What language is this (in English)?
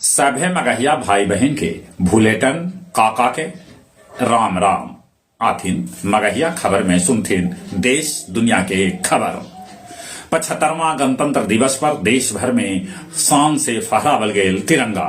Magahi